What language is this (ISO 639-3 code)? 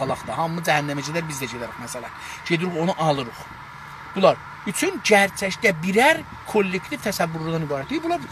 azb